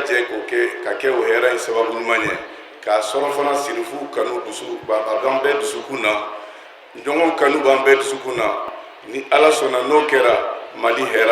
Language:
Bambara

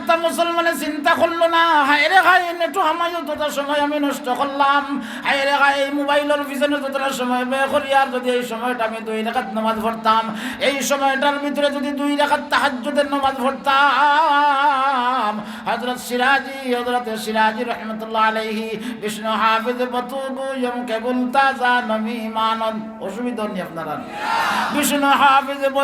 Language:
Sylheti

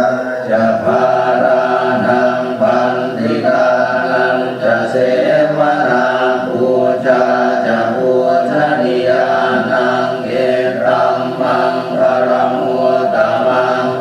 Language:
Pali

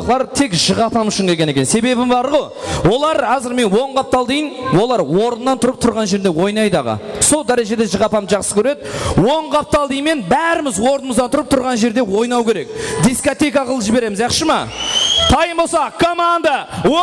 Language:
Kara-Kalpak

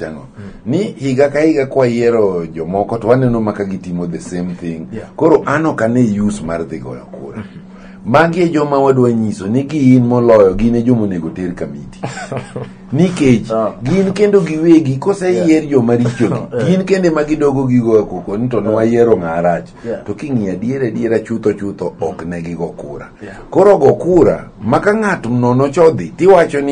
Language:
Luo (Kenya and Tanzania)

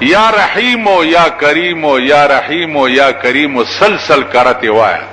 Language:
Pashto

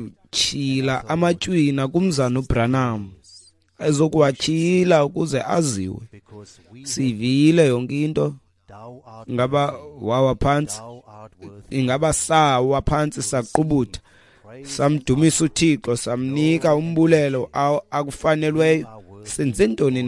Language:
Xhosa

